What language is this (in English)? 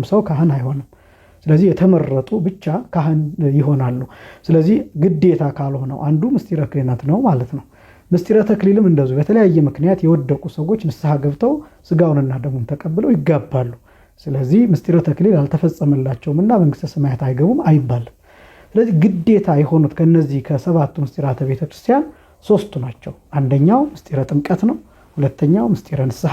Amharic